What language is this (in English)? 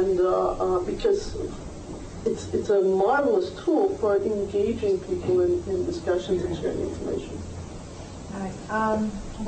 English